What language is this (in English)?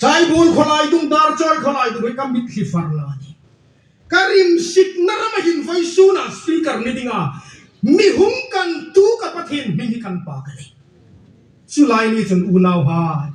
Hmar